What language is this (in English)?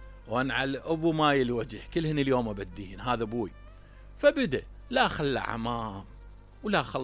Mesopotamian Arabic